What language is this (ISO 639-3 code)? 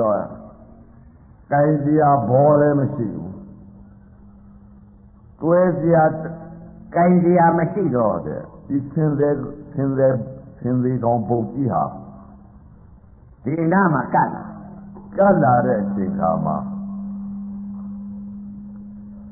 mya